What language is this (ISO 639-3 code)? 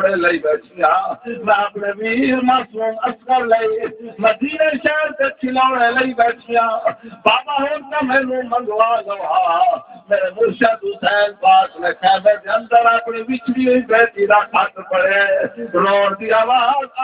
skr